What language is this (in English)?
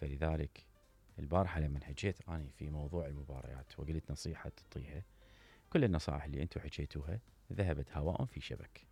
Mesopotamian Arabic